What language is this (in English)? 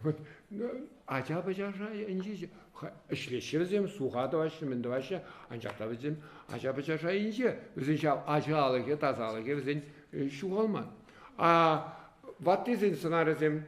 Chuvash